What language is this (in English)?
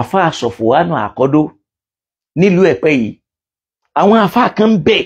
Yoruba